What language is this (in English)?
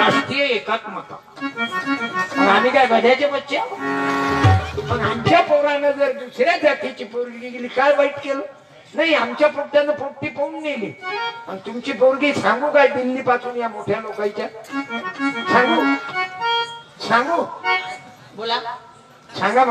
Marathi